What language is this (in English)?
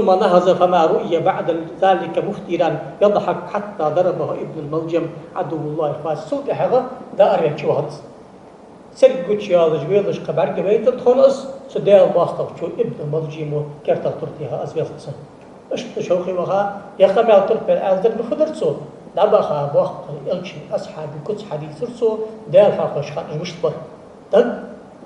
Ingush